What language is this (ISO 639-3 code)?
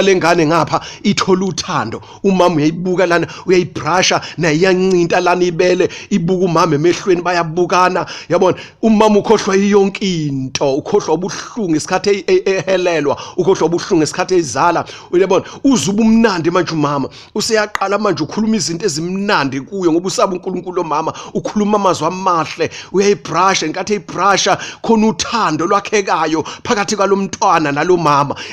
zul